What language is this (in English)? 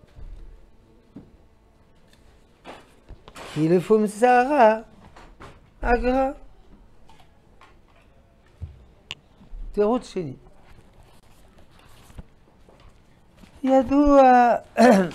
Hebrew